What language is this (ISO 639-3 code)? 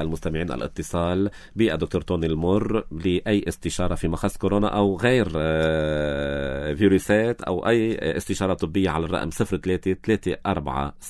apc